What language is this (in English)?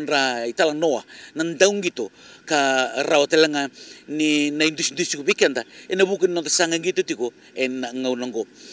Fijian